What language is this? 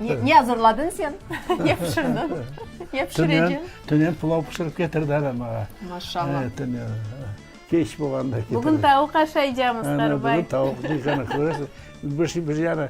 Crimean Tatar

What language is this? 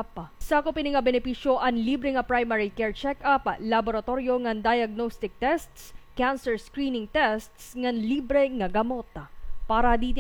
Waray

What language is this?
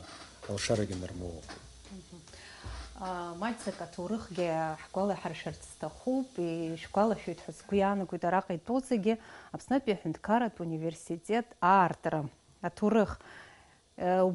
Abkhazian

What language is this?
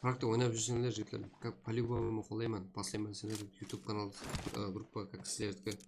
Kara-Kalpak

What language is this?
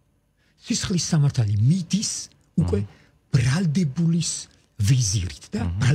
Georgian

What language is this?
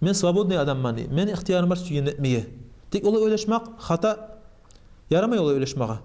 Kumyk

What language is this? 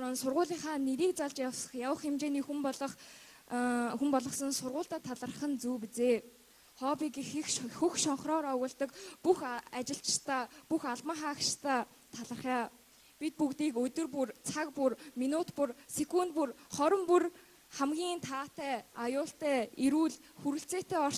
Mongolian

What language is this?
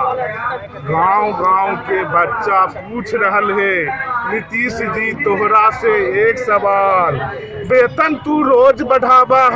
Magahi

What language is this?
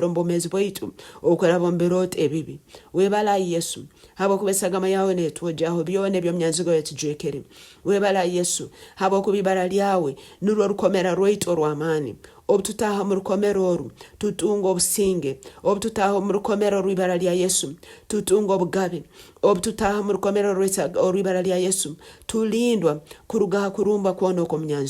Nyankole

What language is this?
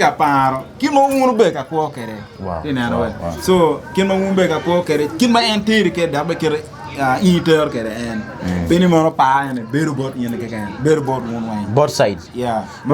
Acoli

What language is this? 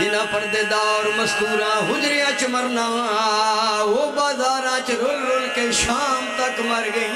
Pahari-Potwari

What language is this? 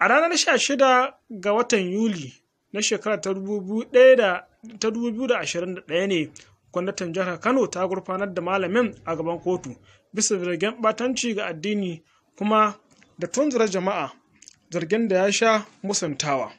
Hausa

